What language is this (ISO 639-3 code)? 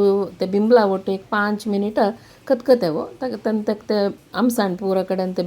kok